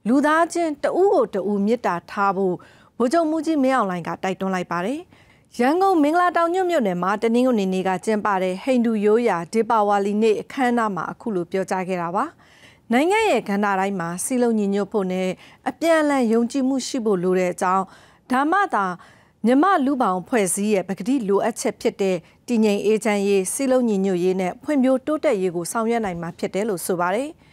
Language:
Burmese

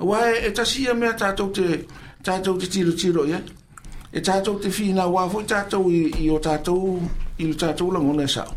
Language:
Samoan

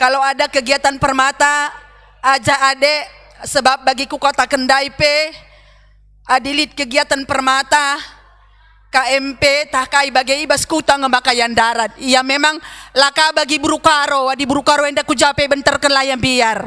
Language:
Batak Karo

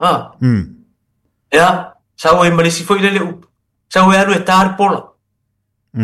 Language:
Samoan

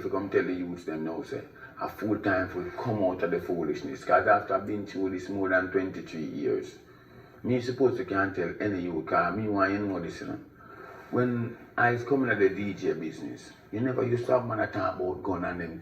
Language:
Jamaican Creole English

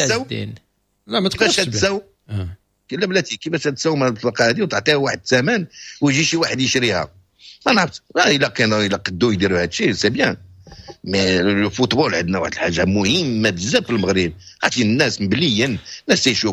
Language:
Moroccan Arabic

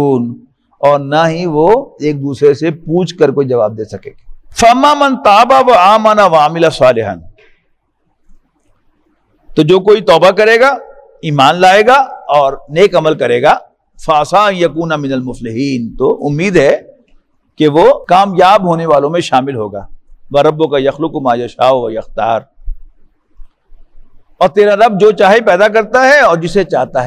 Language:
Urdu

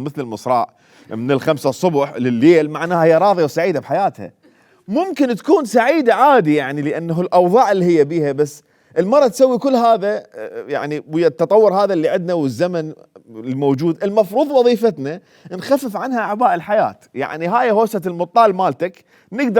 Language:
Mesopotamian Arabic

